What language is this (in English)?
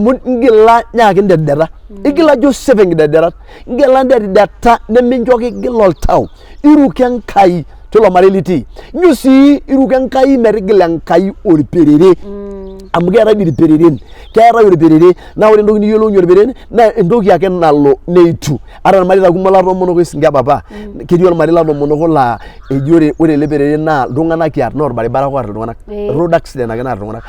Masai